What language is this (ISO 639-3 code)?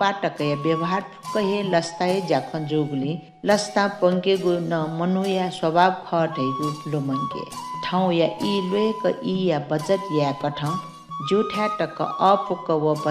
new